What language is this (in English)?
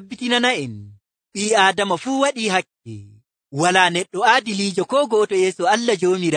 Nigerian Fulfulde